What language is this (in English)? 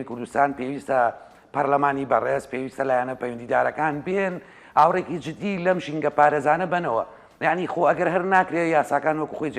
Central Kurdish